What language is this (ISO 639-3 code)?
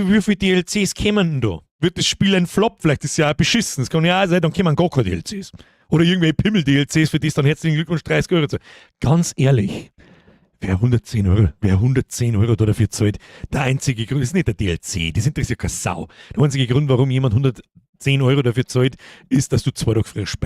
bar